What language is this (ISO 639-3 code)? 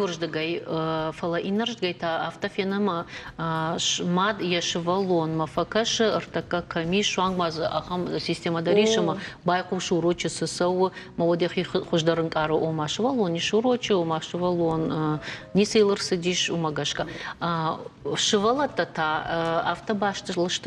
oss